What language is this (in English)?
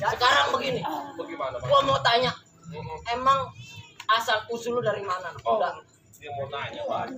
Betawi